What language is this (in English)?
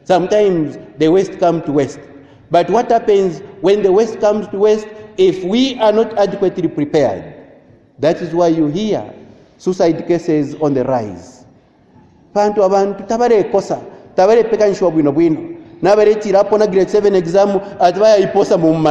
Bemba